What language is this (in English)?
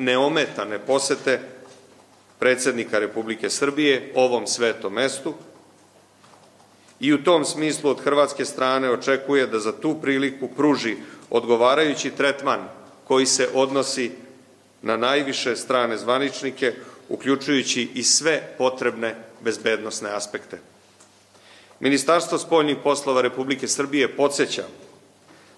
Serbian